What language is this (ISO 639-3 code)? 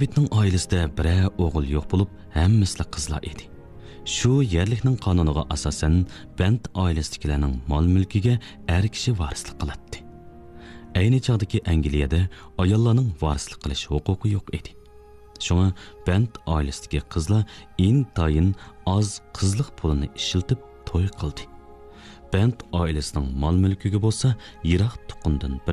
uig